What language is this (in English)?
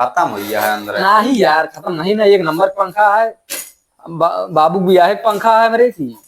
Awadhi